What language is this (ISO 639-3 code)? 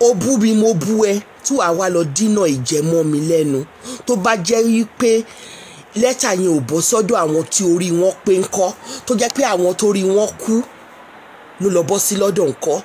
yor